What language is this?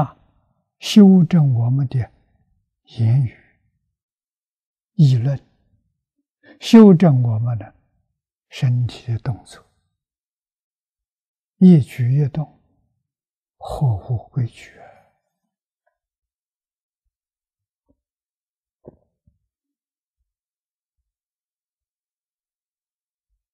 Chinese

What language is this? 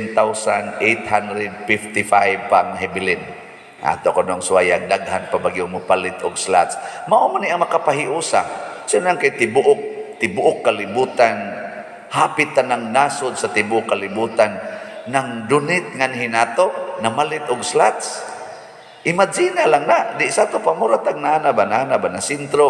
Cebuano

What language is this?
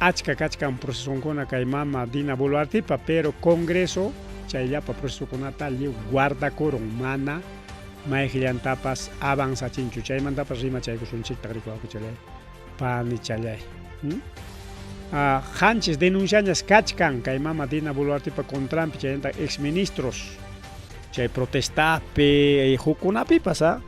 Ayacucho Quechua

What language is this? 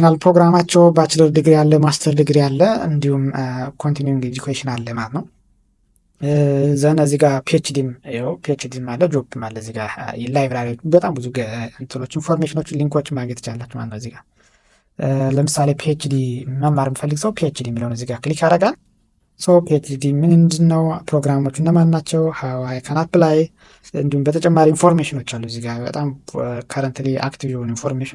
Amharic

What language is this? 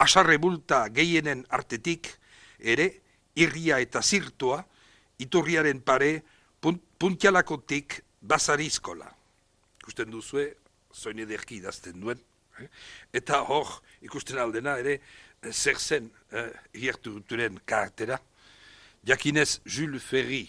Basque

